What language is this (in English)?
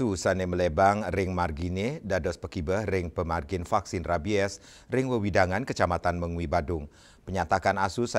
Balinese